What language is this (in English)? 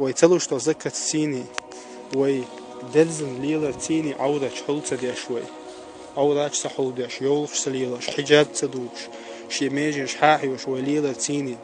Chechen